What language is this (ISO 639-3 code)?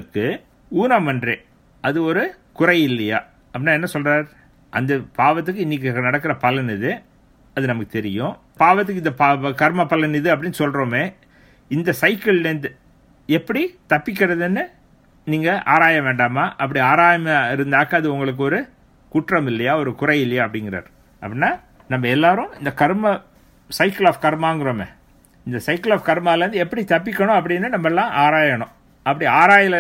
tam